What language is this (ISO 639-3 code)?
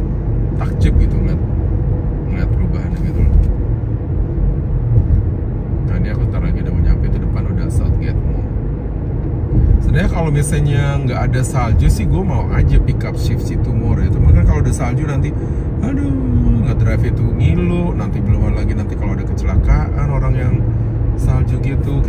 ind